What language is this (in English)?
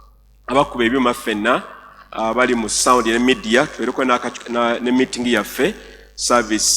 Ganda